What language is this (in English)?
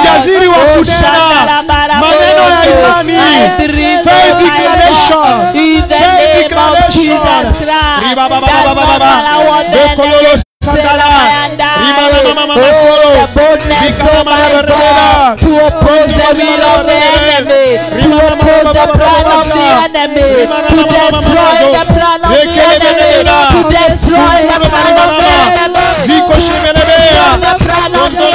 Swahili